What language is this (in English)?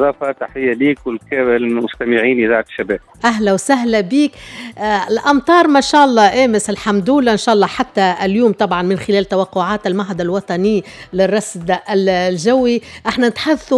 Tunisian Arabic